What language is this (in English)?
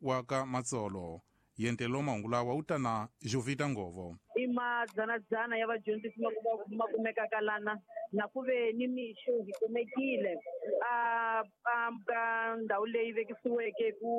Tsonga